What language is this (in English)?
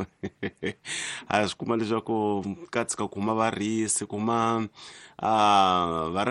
Tsonga